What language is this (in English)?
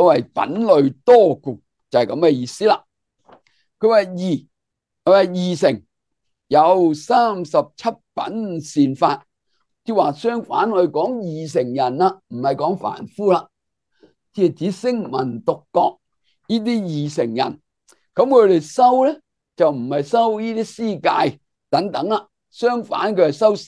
Cantonese